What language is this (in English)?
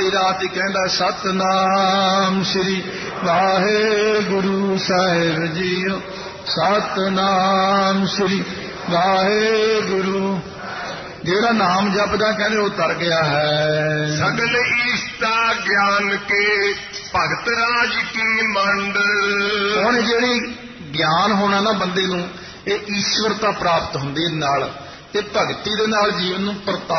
Punjabi